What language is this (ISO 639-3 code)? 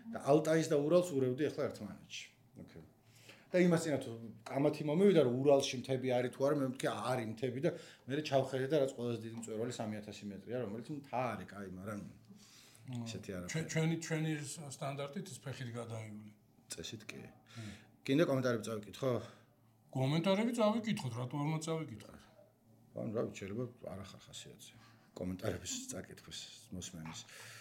kat